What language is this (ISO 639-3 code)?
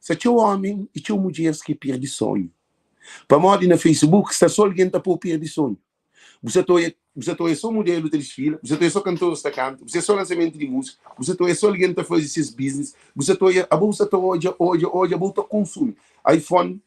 kea